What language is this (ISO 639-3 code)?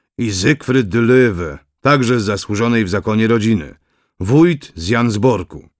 pol